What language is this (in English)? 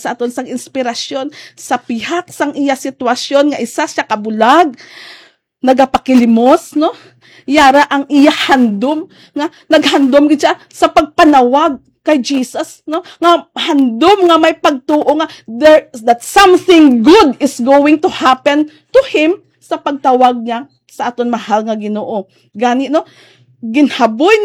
Hiligaynon